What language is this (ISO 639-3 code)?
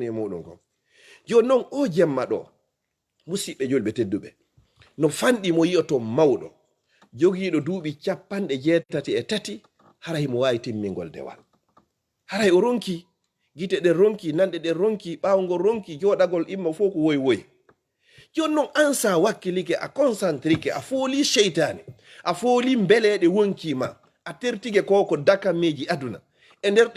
ful